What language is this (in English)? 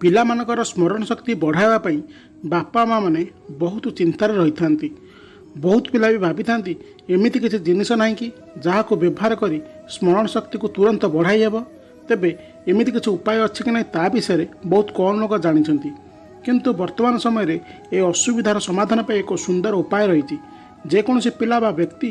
Odia